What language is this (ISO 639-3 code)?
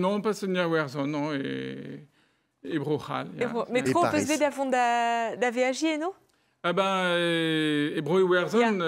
bre